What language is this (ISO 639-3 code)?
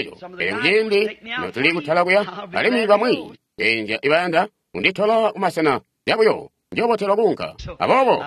toi